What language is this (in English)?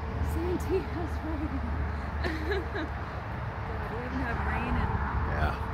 English